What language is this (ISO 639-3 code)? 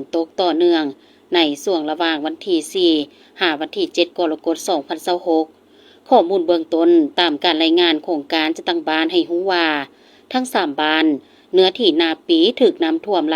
lao